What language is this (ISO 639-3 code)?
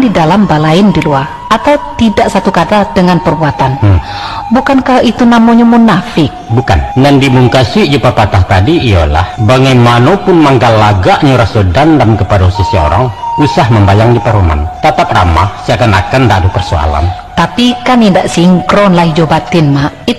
min